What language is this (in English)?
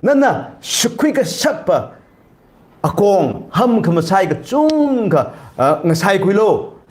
Tangkhul Naga (India)